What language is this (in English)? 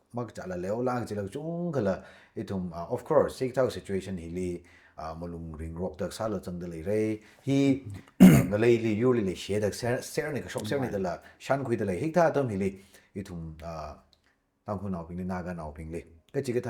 Tangkhul Naga (India)